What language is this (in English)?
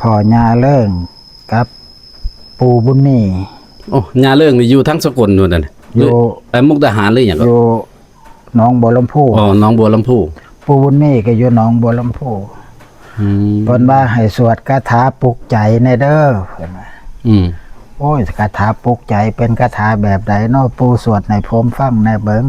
Northeastern Thai